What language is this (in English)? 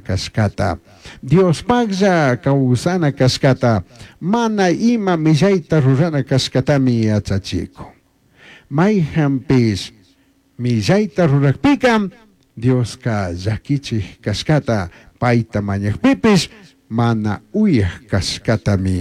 Chimborazo Highland Quichua